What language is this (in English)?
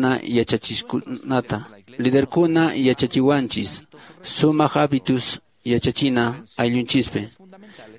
Quechua